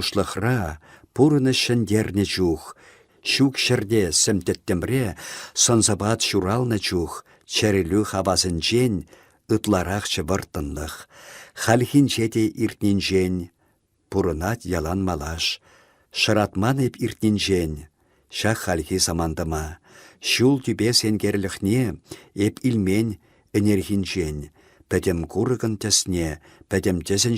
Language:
Chuvash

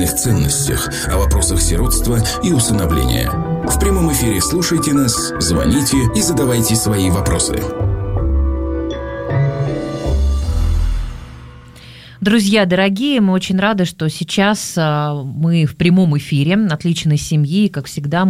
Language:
Russian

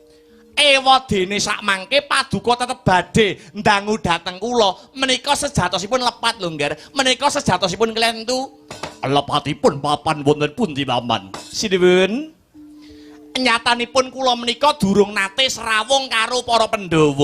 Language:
Javanese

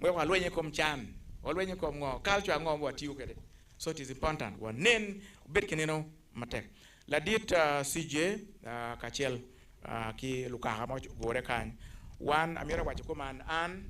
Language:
Acoli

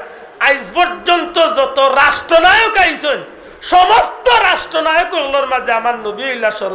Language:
Sylheti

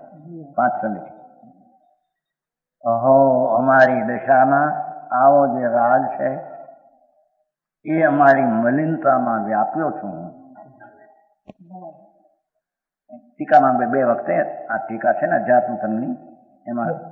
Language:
Gujarati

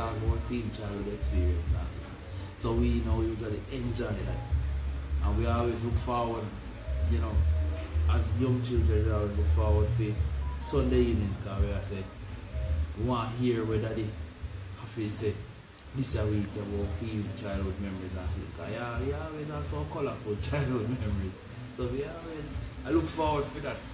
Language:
Jamaican Creole English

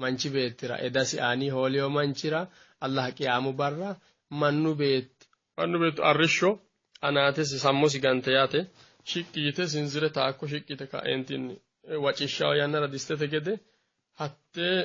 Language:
Sidamo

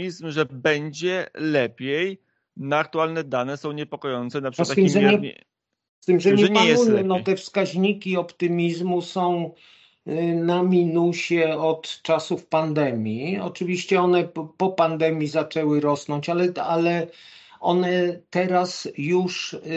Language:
Polish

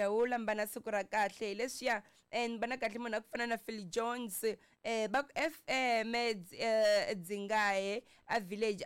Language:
Tsonga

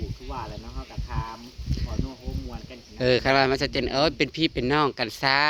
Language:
Northeastern Thai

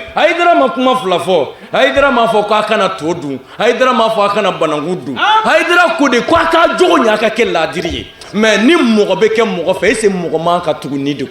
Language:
Bambara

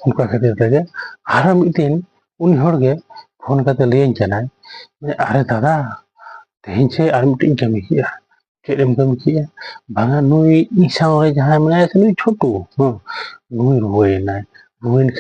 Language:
Santali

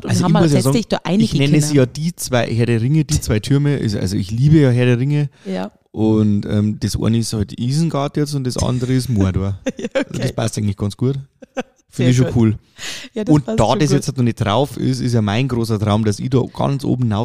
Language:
German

